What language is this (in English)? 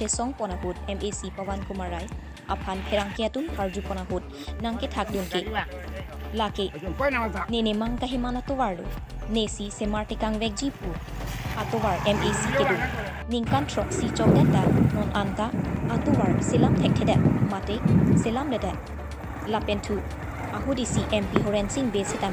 Karbi